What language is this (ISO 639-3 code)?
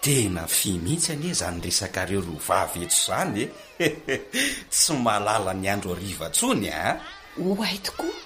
mlg